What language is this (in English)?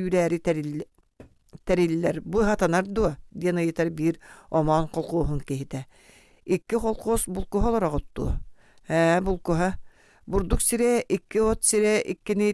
Yakut